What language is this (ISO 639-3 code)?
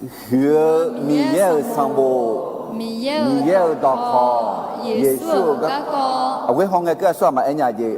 ahk